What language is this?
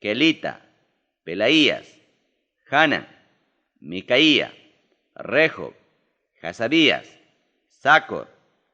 Ayacucho Quechua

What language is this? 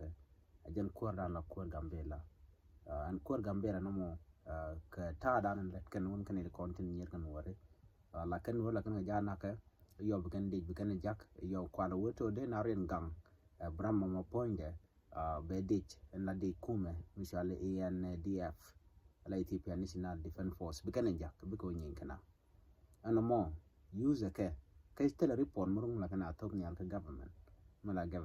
Nuer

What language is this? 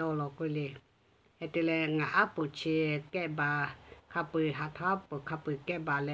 Lahu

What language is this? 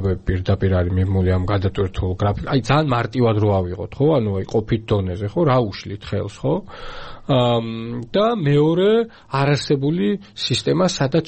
Georgian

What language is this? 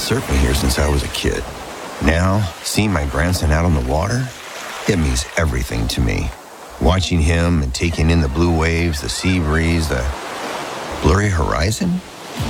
English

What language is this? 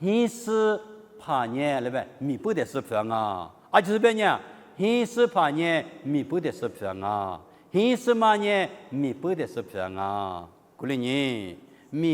Lisu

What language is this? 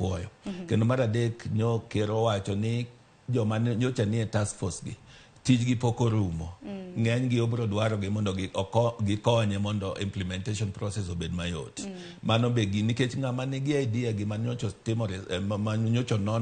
Luo (Kenya and Tanzania)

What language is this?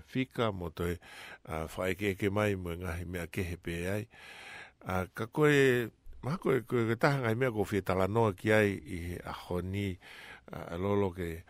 Tongan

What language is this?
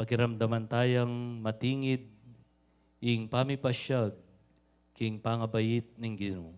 Pampanga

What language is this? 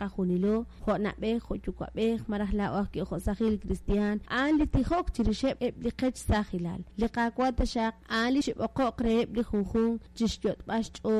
Kekchí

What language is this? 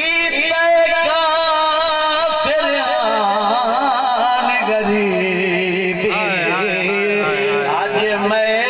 Saraiki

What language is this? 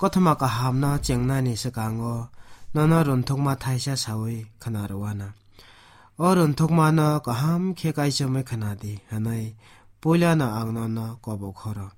Kok Borok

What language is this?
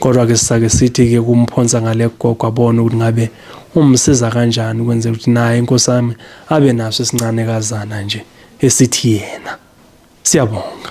Zulu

